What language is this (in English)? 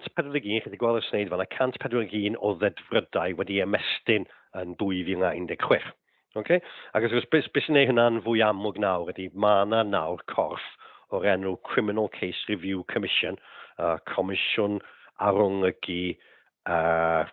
Welsh